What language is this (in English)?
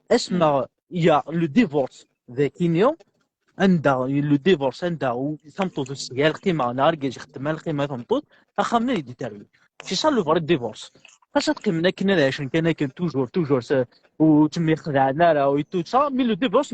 Kabyle